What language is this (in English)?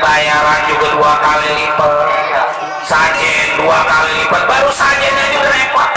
Betawi